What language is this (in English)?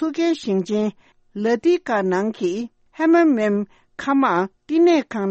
Tibetan